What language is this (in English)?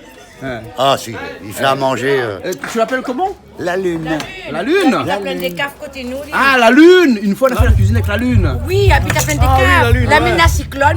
Réunion Creole French